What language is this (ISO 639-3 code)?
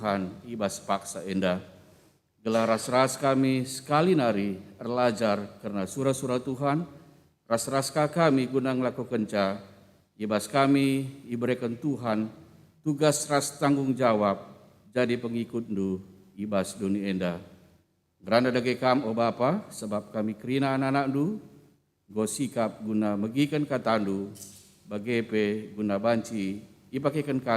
btx